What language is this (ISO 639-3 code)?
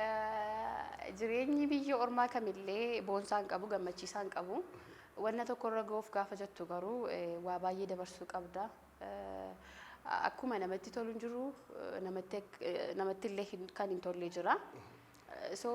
orm